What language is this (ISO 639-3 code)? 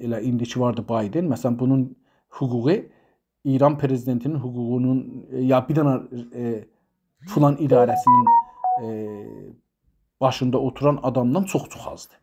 azb